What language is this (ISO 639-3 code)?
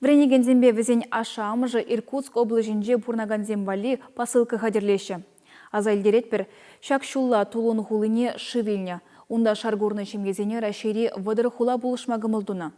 chv